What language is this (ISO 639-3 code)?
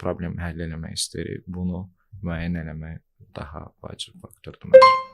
aze